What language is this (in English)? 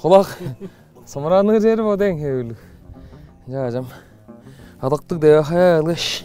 Tuvinian